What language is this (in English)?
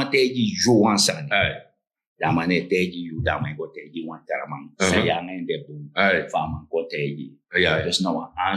Sranan Tongo